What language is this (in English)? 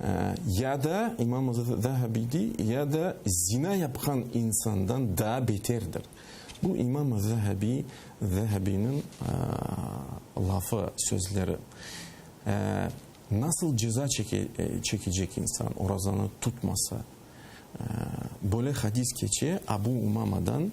Crimean Tatar